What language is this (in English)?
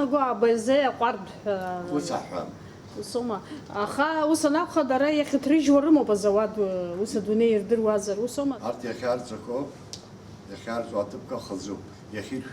Abkhazian